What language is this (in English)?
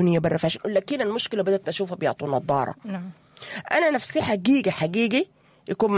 Sudanese Arabic